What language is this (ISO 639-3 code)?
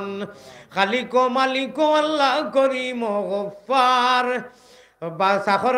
syl